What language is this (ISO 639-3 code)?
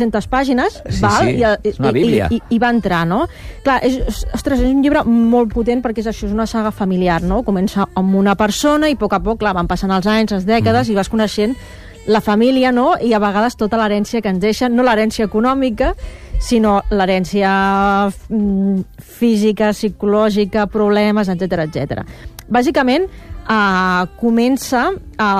cat